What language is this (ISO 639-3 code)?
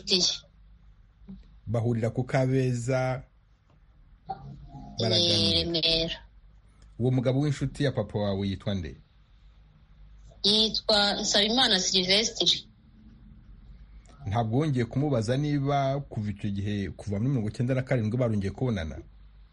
kin